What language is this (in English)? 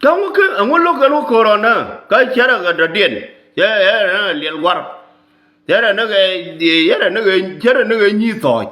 Nuer